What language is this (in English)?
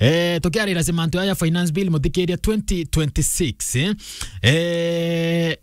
Meru